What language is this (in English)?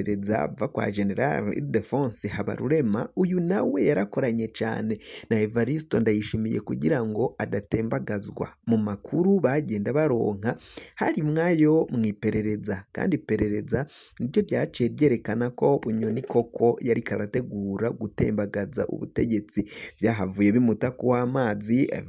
Rundi